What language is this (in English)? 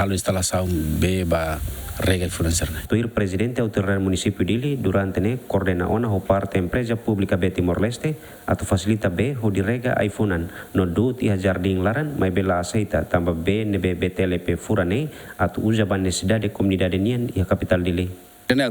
Tetum